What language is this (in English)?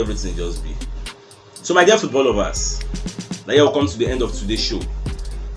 Nigerian Pidgin